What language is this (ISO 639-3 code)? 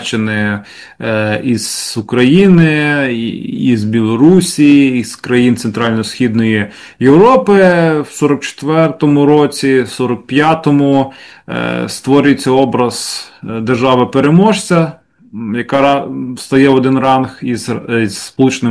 ukr